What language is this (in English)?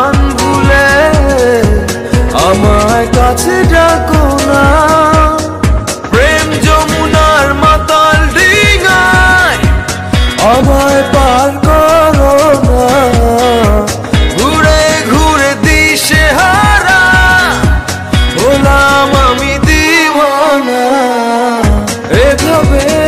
Bangla